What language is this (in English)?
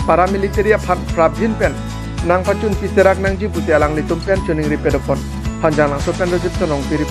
Karbi